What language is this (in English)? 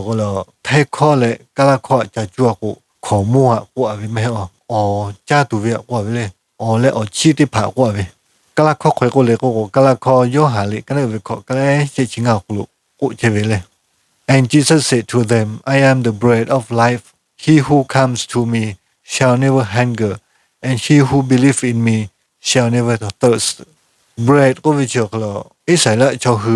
Lahu